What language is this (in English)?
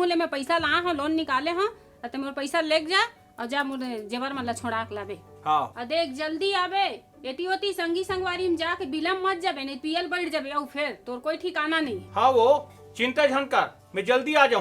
Chhattisgarhi